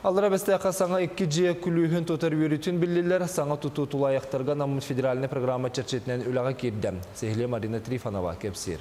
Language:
Yakut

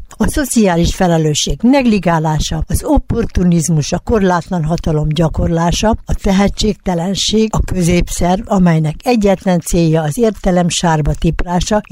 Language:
Hungarian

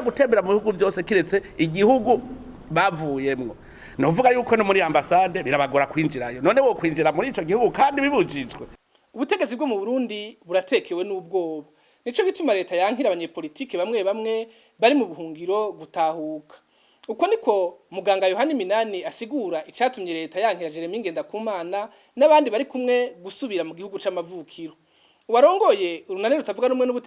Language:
Rundi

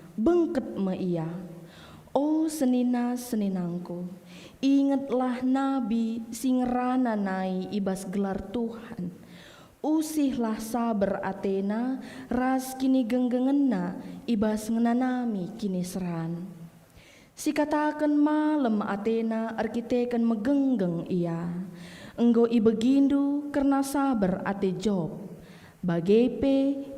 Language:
Batak Karo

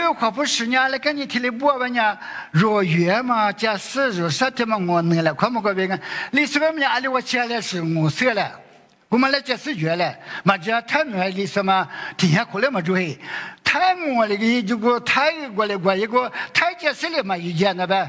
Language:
Lisu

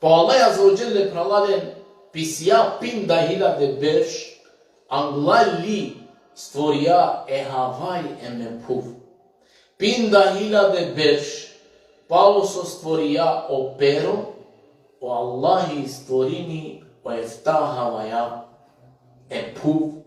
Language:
Balkan Romani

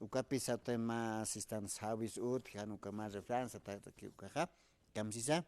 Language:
Aymara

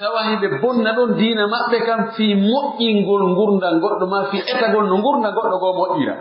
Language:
Pular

